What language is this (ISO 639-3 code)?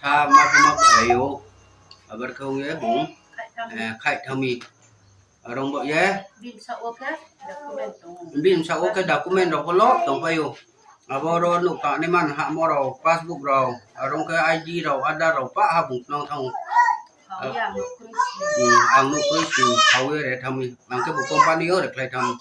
ria